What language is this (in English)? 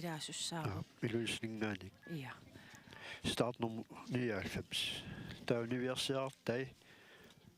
Kalaallisut